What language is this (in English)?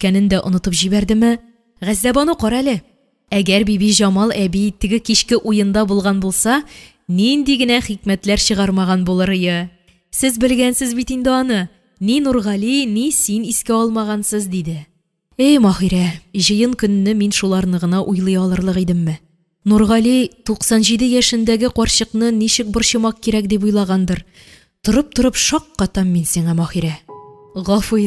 Tatar